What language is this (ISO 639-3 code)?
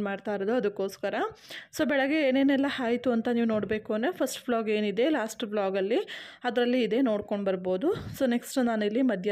kan